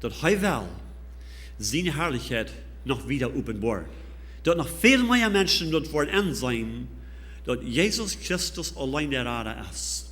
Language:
Plautdietsch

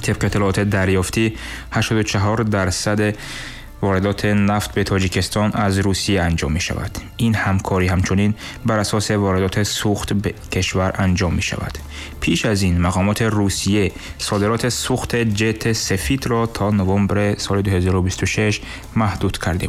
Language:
Tajik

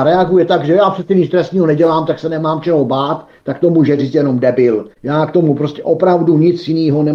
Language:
Czech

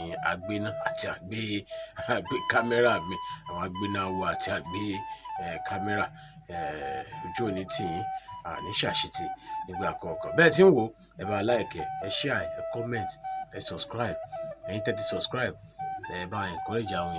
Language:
Yoruba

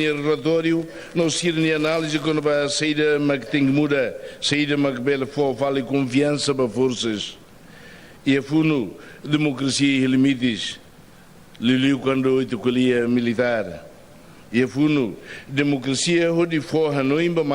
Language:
Tetum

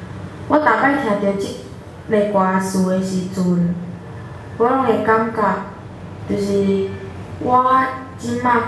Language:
Min Nan Chinese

